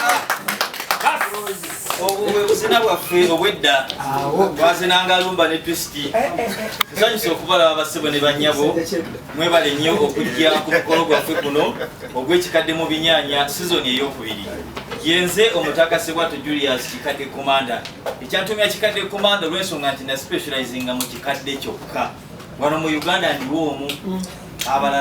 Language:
Ganda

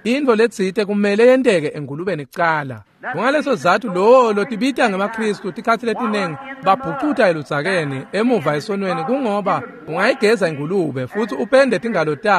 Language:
Swati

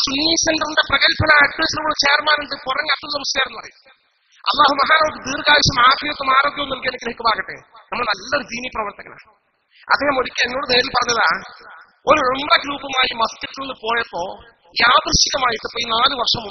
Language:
Malayalam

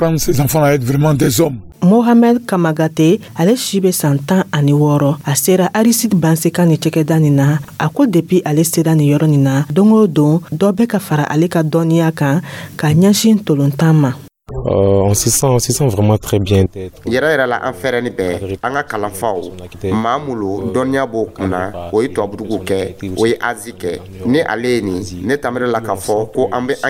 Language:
Dyula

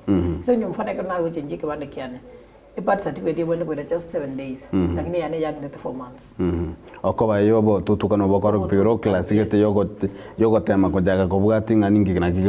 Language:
Gusii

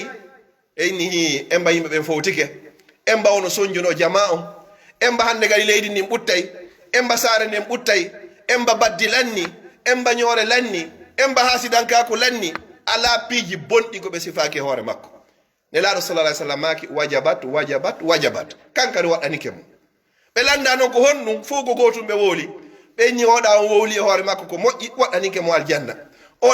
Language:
Pular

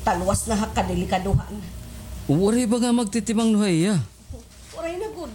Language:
Waray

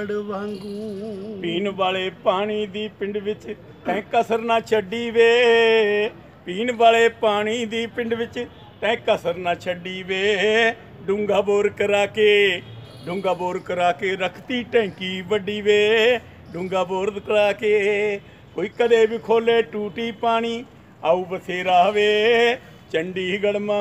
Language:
Punjabi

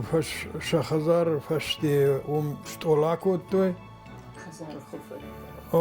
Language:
Ossetic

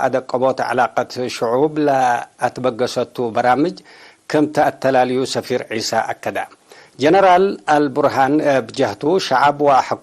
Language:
Tigre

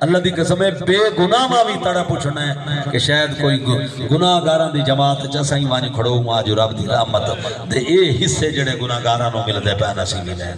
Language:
Saraiki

